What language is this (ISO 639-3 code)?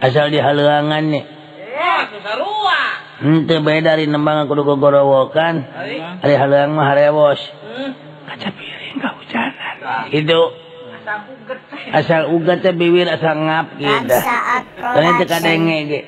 sun